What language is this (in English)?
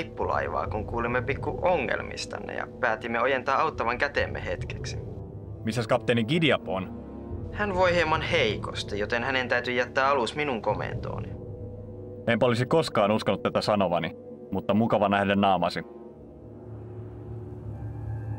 Finnish